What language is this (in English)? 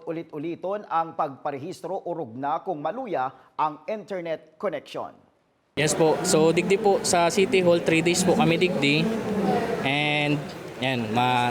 Bikol